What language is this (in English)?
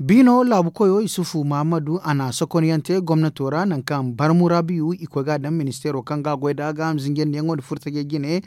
Zarma